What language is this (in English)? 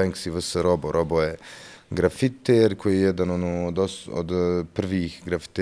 Bosnian